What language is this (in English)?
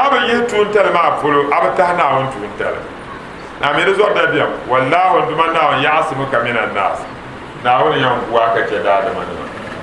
Dagbani